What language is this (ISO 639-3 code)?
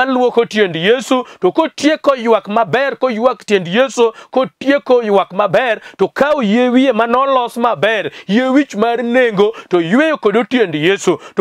luo